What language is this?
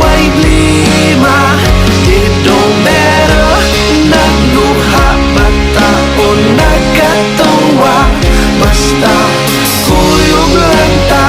Cebuano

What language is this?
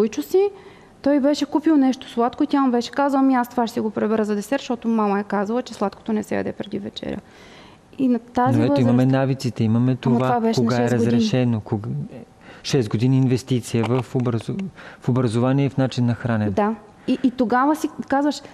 Bulgarian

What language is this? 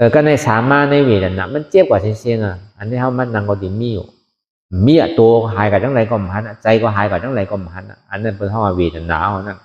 Shan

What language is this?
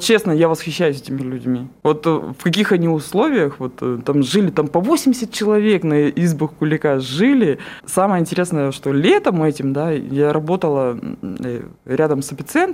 Russian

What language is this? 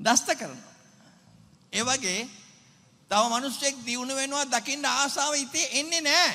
Sinhala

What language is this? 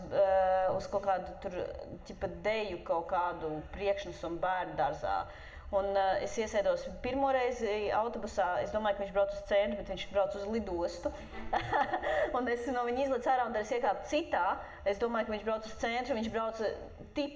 Latvian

